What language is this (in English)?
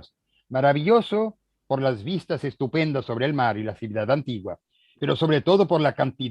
Ladino